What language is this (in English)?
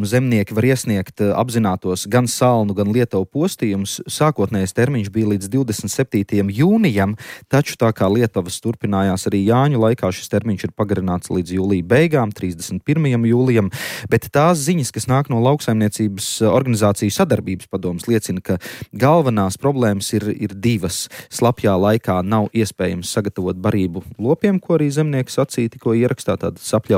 Latvian